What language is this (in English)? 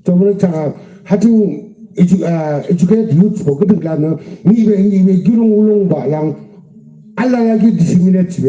Yimchungru Naga